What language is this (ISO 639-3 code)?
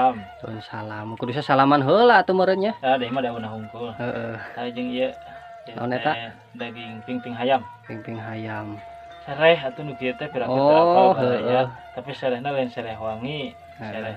sun